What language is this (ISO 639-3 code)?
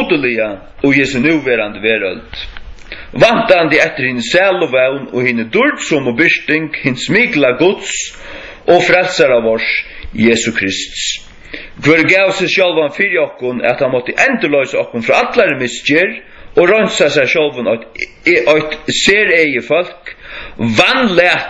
fao